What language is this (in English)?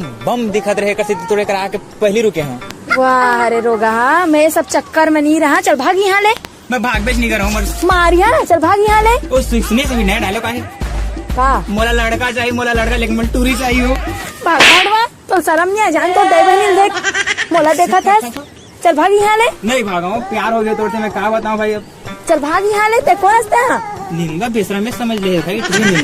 Chhattisgarhi